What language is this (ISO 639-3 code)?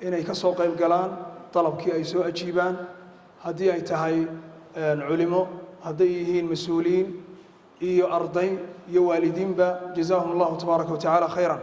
som